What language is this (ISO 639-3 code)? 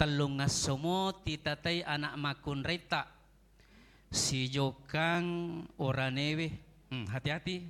bug